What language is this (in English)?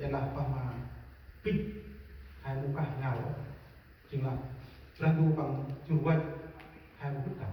Central Mnong